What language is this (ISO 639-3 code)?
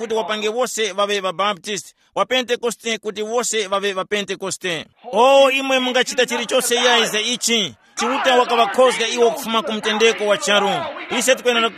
tum